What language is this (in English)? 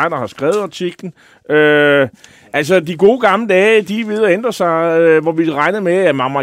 Danish